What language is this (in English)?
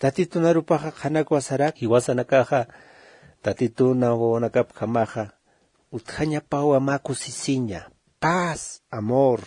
Aymara